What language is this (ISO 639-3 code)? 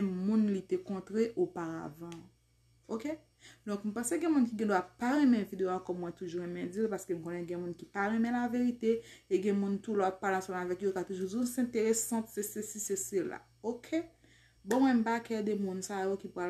hat